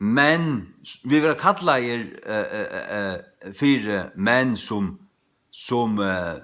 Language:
Faroese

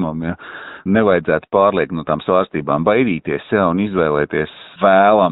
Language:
Latvian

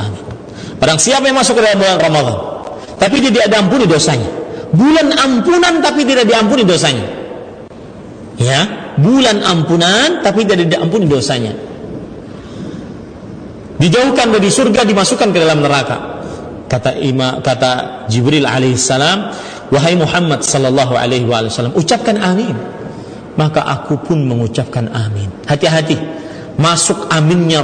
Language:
Indonesian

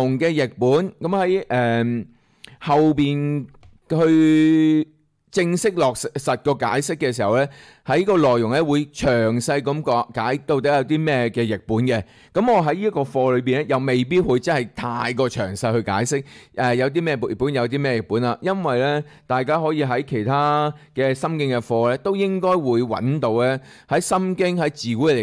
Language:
Cantonese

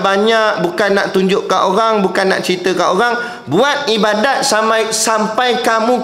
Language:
Malay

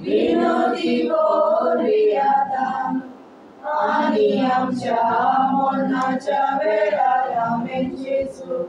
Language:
Konkani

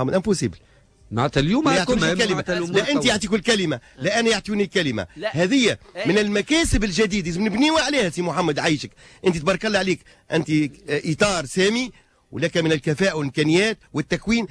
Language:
Tunisian Arabic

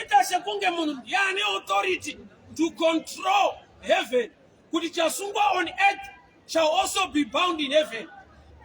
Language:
Shona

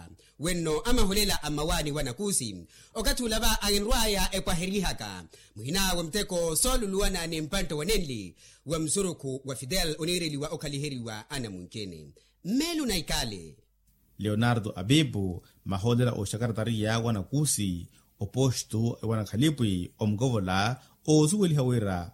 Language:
Makhuwa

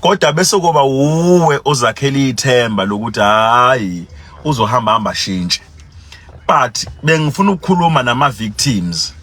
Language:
Zulu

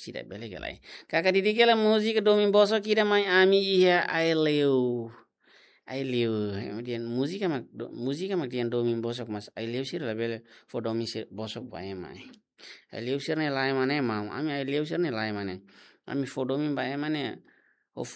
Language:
Tetum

